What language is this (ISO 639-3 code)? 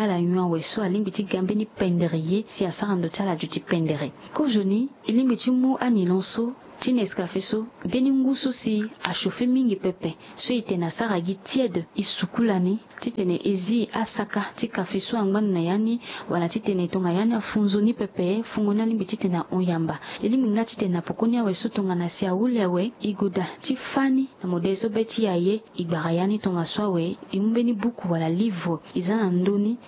sag